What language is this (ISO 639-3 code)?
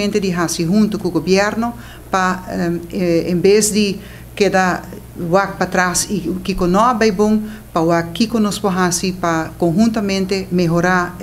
pap